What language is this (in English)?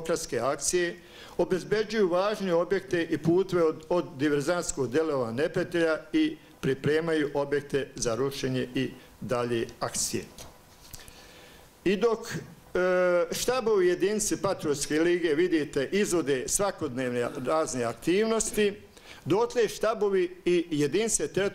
Bosnian